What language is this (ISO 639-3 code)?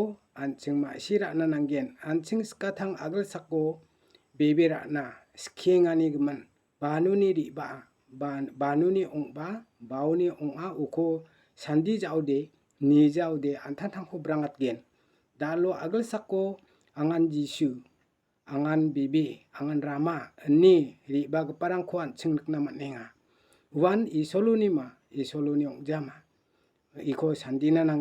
grt